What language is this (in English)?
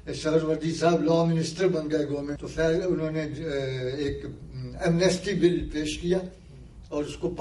Urdu